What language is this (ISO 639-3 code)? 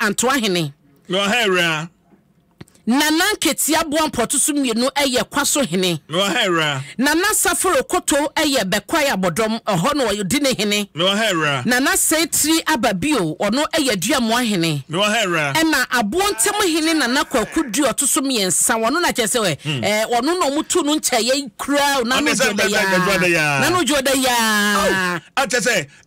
aka